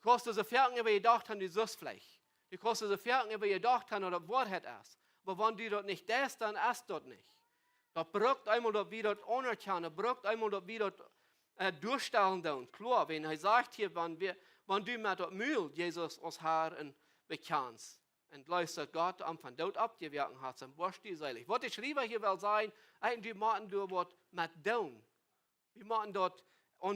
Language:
Plautdietsch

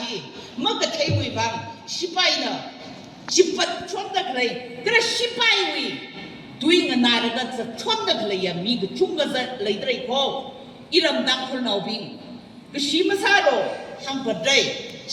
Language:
Tangkhul Naga (India)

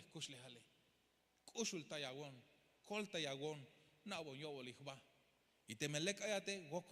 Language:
Tzeltal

